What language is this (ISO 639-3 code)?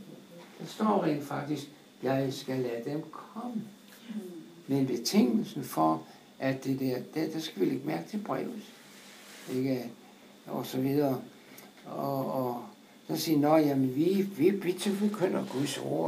dan